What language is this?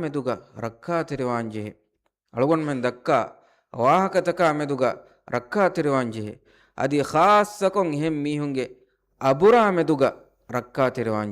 Divehi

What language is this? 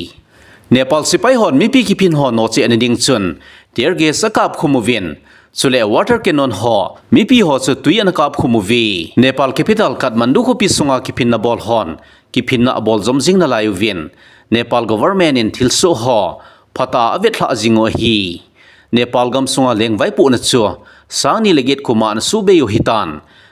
Thado Chin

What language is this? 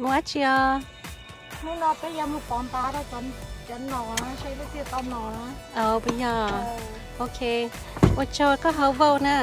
Hmong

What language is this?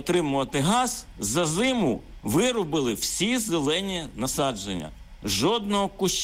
Ukrainian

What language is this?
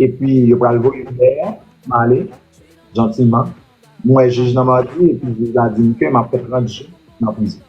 Haitian Creole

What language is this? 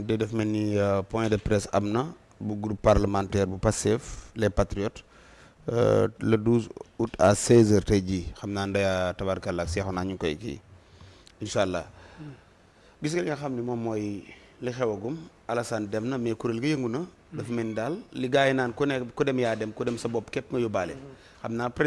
Wolof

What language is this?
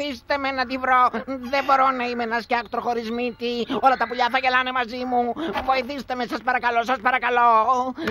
Greek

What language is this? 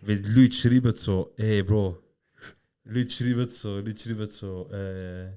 Swiss German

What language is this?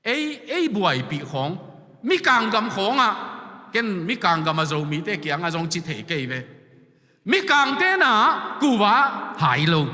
Tedim Chin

